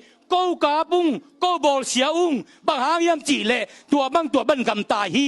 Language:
Tedim Chin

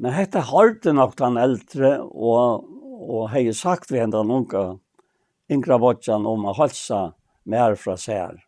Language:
Faroese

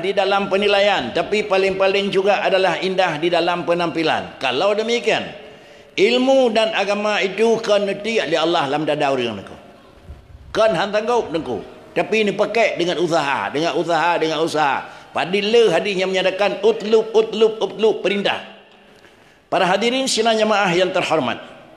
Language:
Achinese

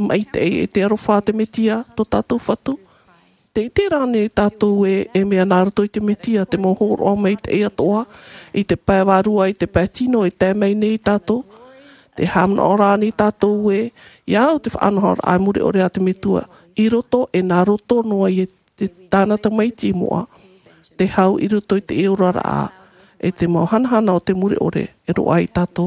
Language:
Tahitian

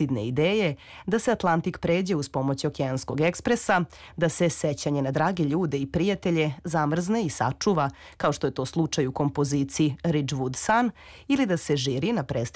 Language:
Serbian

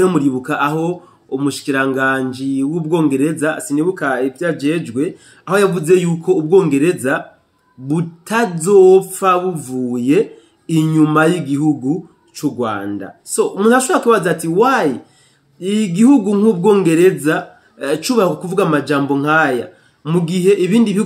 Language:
Rundi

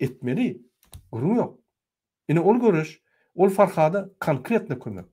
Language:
Turkmen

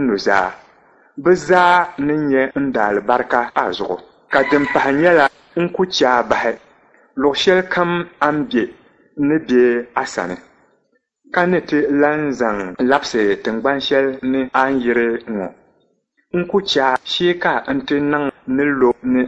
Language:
Dagbani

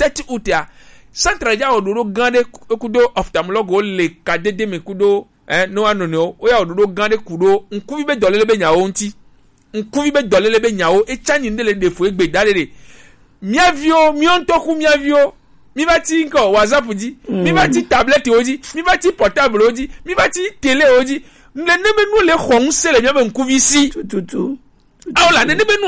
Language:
Gen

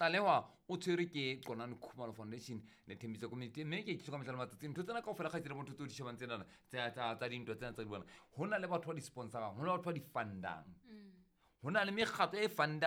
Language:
Southern Sotho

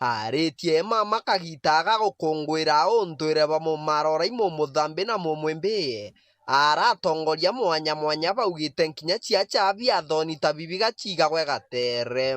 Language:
Meru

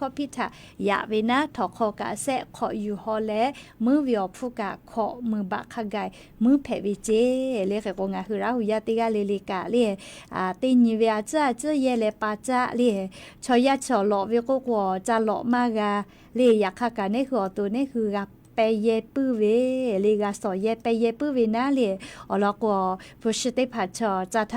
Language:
Lahu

